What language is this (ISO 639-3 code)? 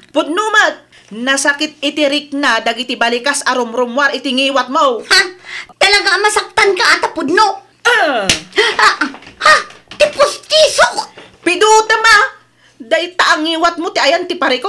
ilo